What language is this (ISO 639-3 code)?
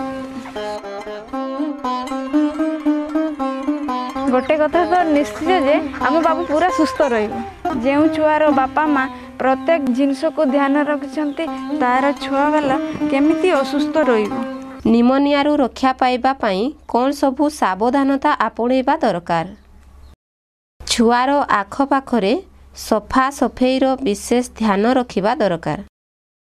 ori